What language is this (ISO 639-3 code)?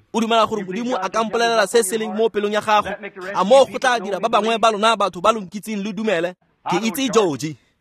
tsn